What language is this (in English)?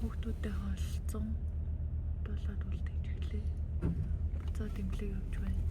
Mongolian